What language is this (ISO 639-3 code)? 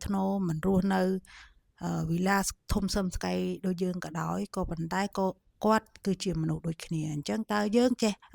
khm